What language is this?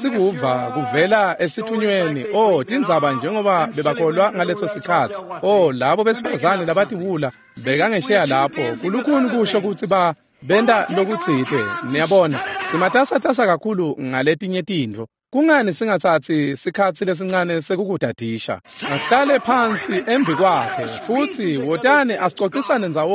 Swati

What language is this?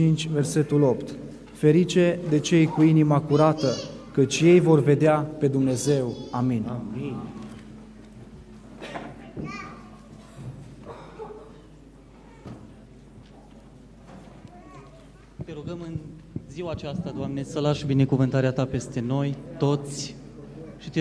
Romanian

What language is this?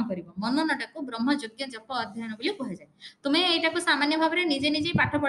Odia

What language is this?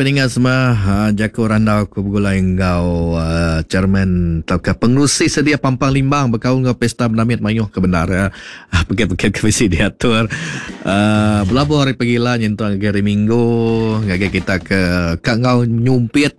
Iban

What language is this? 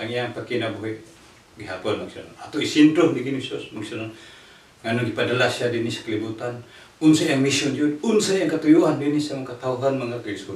Cebuano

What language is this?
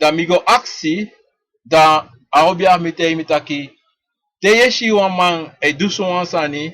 Sranan Tongo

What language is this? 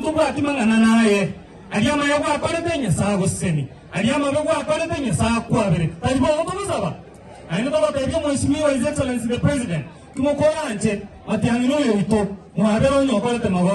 Gusii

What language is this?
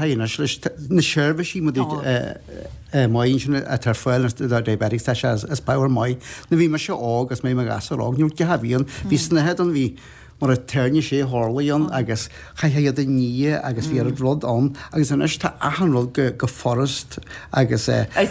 Irish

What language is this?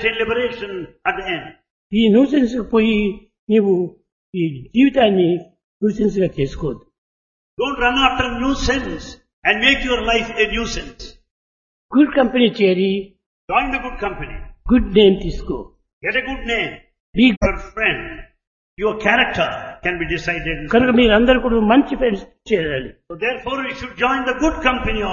Telugu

